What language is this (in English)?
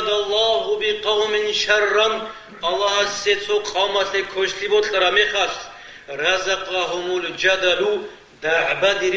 Avaric